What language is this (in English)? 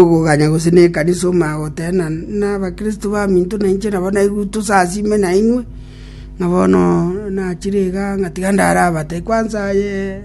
Gusii